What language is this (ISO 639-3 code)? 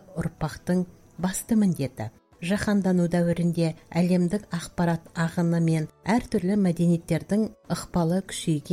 kaz